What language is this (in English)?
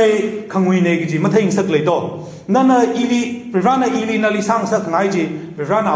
Tangkhul Naga (India)